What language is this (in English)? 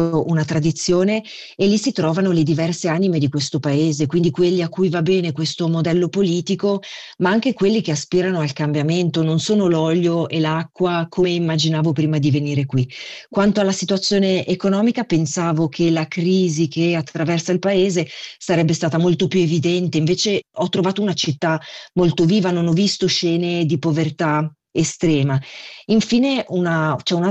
Italian